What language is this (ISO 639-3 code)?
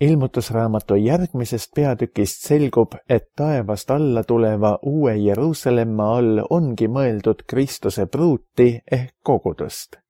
est